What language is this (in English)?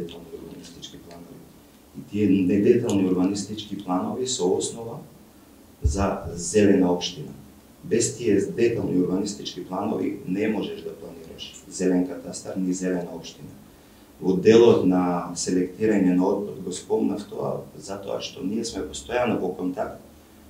Macedonian